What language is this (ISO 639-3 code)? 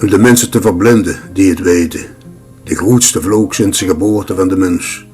lim